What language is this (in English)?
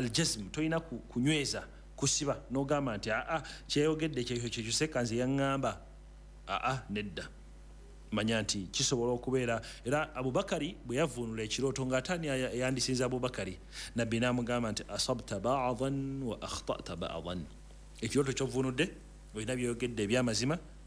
Ganda